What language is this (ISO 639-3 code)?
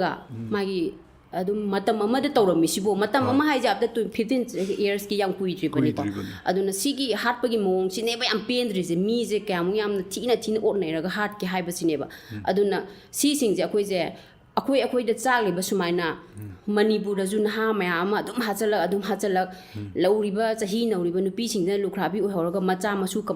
mni